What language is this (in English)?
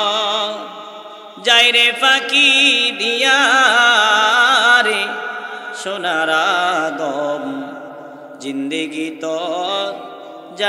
Bangla